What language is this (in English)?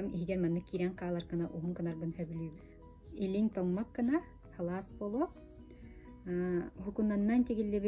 Yakut